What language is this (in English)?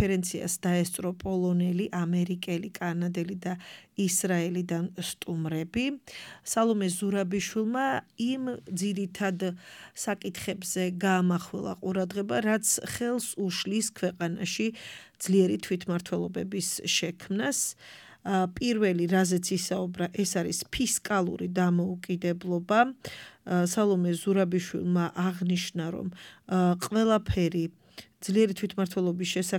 Georgian